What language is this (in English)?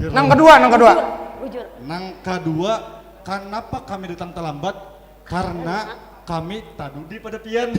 Banjar